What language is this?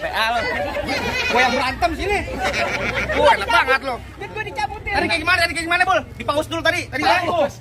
Betawi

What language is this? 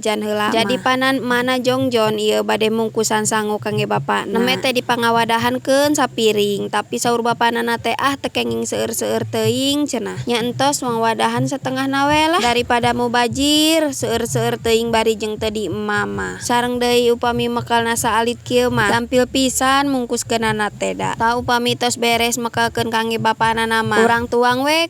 Sundanese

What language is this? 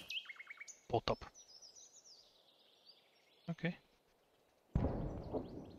Polish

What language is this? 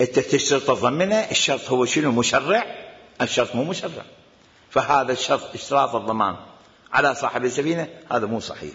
Mesopotamian Arabic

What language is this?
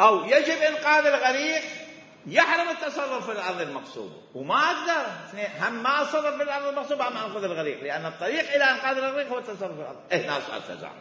Mesopotamian Arabic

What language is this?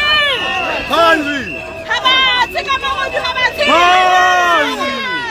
Tswana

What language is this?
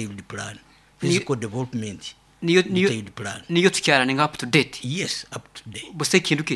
Nyoro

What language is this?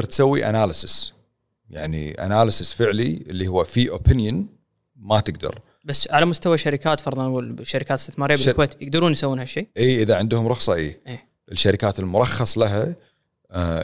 Gulf Arabic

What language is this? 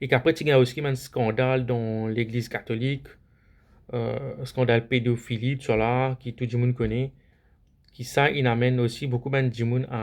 Morisyen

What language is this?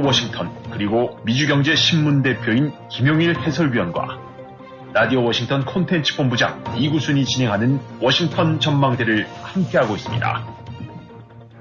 Korean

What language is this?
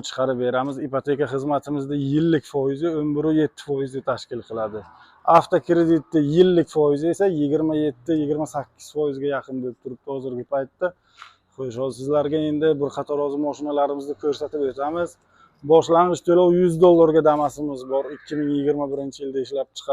Uzbek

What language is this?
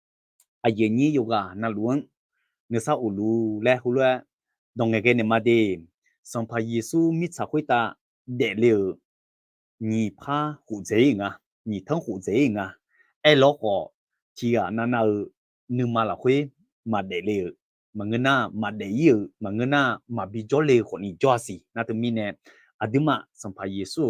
Akha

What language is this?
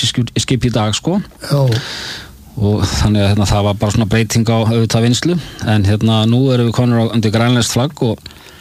Icelandic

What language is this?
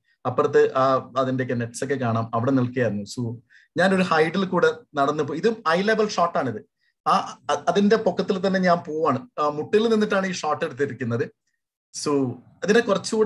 Malayalam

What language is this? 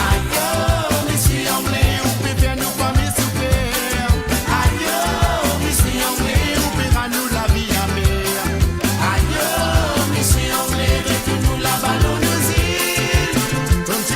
Morisyen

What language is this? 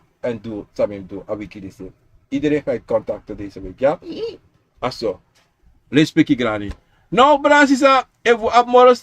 Sranan Tongo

